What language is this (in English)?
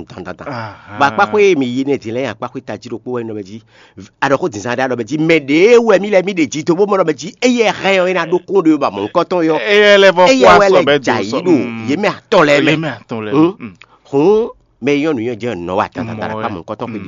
Fon